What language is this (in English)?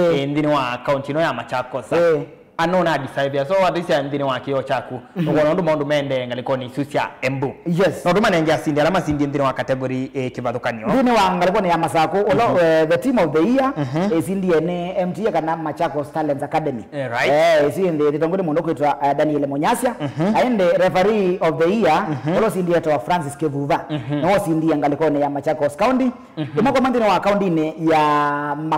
Kamba